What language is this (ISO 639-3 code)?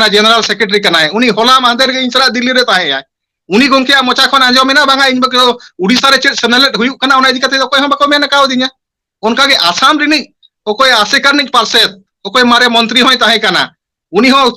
sat